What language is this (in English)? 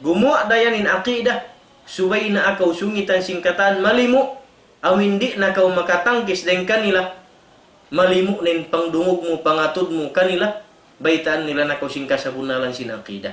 Tausug